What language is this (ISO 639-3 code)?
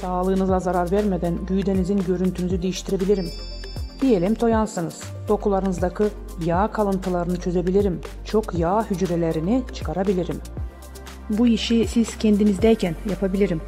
gag